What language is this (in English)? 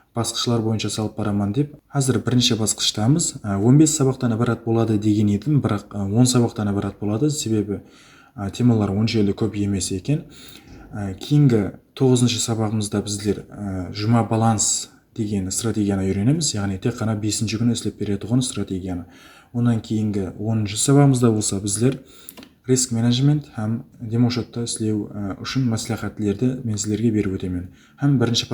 Kara-Kalpak